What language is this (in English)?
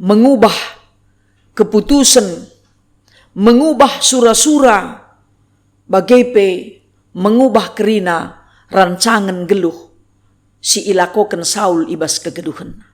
Batak Karo